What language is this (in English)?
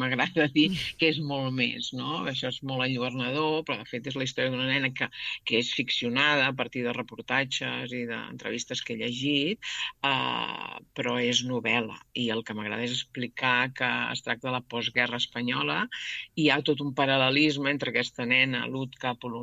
Catalan